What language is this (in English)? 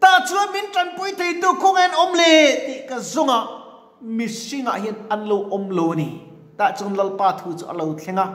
Mizo